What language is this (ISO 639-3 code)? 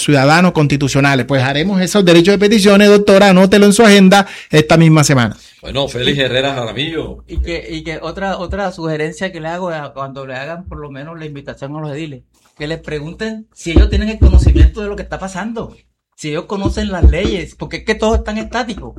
spa